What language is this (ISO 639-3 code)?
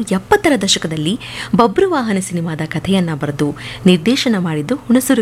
kan